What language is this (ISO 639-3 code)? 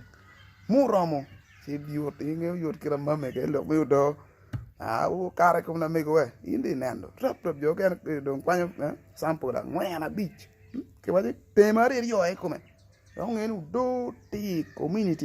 ach